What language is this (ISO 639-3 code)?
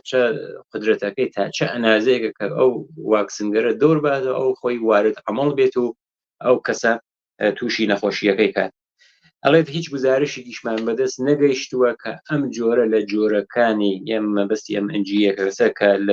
ckb